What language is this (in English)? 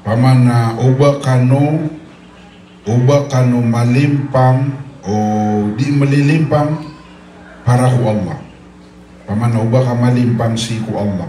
Maranao